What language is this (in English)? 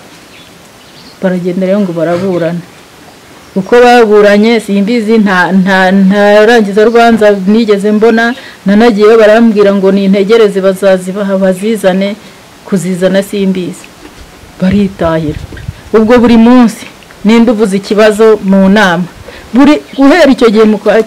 Kinyarwanda